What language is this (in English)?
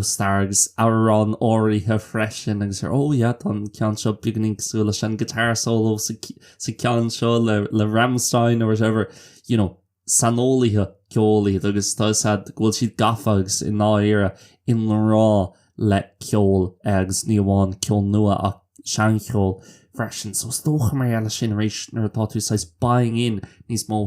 Irish